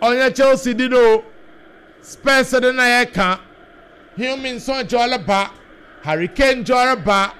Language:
Akan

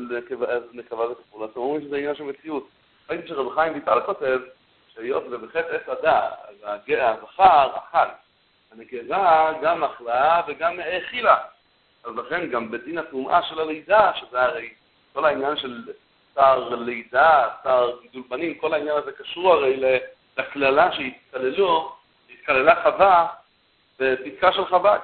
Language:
Hebrew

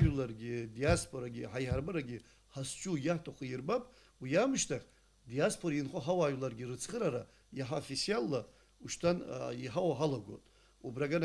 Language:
Abkhazian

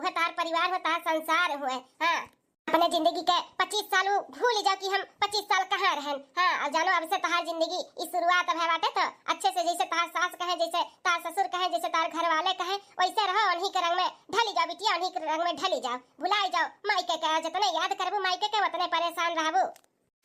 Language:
Bhojpuri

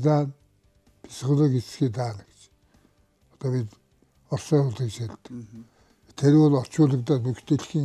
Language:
Mongolian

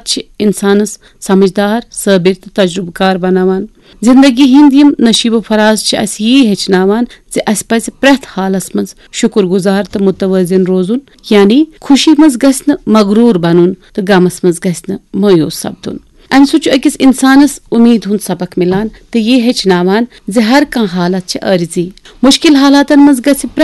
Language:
Kashmiri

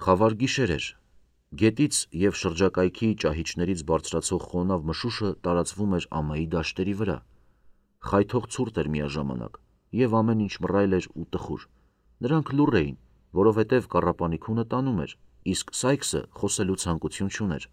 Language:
Armenian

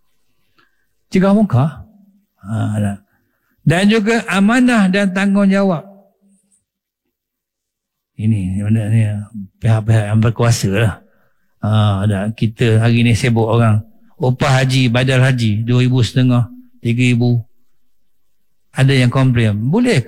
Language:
Malay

